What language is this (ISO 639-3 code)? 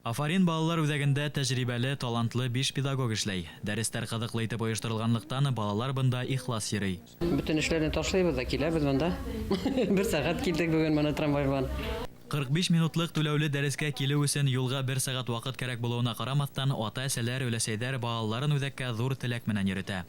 bak